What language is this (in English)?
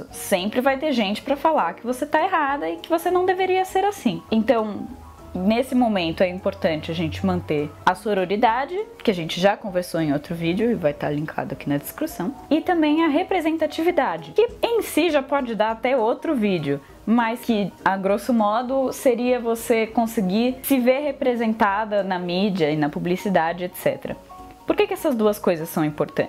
Portuguese